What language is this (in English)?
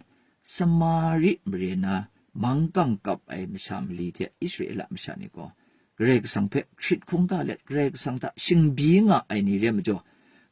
Kachin